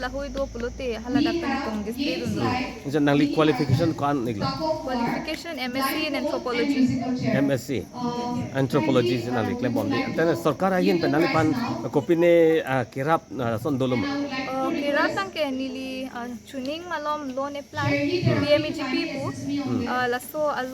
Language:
Karbi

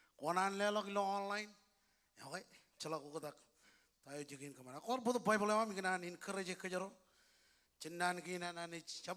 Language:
Marshallese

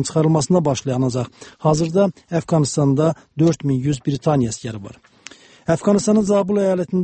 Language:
Azerbaijani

